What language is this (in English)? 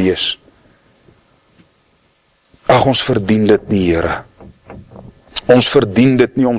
Afrikaans